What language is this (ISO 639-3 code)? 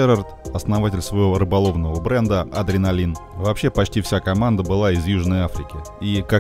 rus